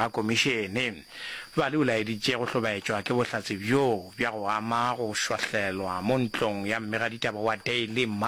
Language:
Northern Sotho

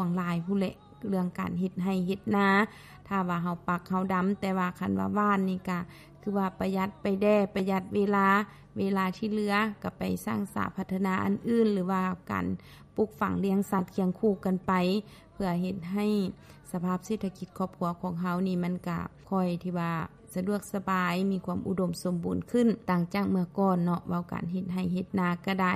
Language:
Lao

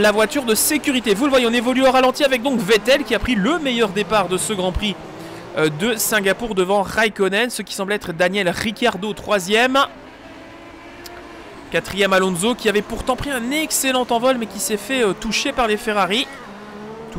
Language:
French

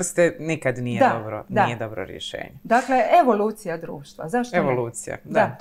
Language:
Croatian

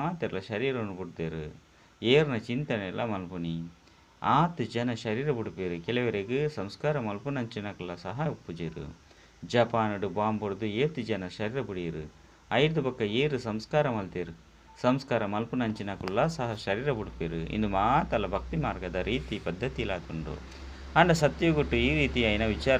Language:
Tulu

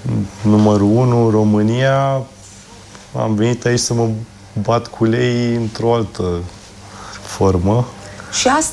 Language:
Romanian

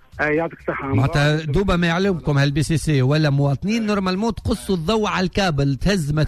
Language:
Tunisian Arabic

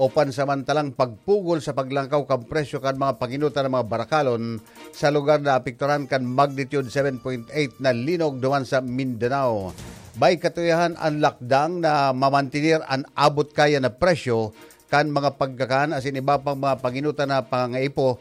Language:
Bikol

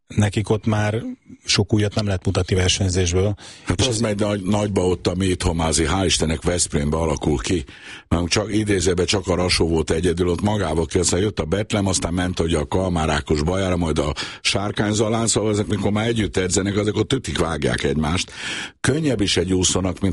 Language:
Hungarian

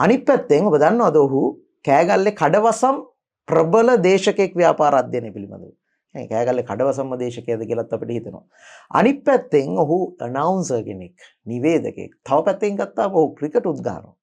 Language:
Sinhala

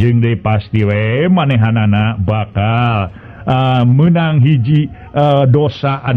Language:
Sundanese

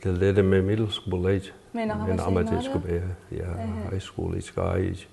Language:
Mi'kmaw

